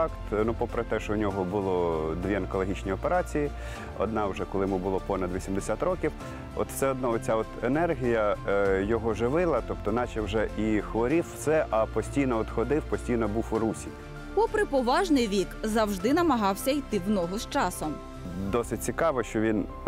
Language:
Ukrainian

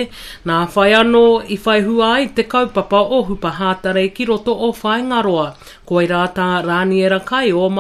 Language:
Māori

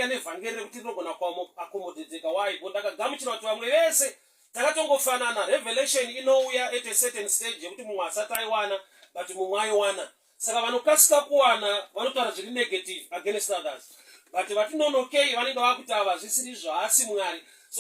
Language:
Shona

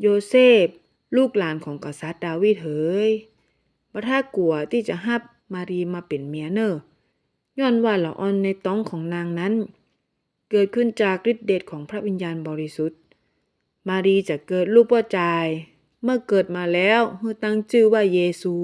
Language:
Northern Thai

